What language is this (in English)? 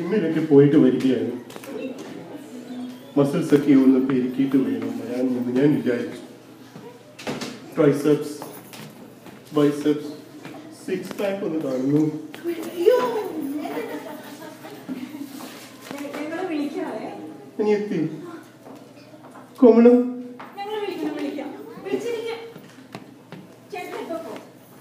Malayalam